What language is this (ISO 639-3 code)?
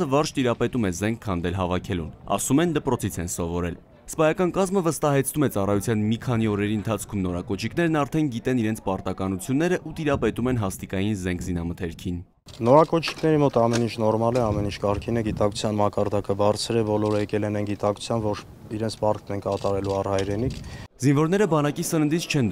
hye